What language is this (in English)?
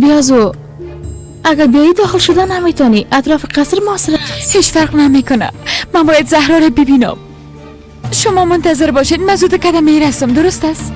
Persian